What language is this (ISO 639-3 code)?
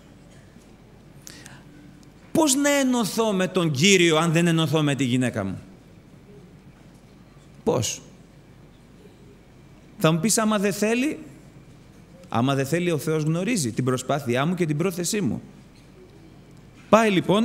ell